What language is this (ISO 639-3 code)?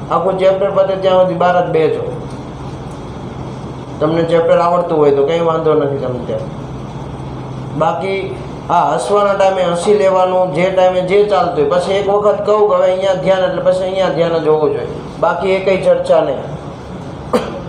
guj